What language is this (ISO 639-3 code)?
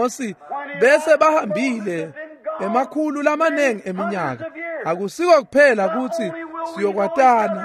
ssw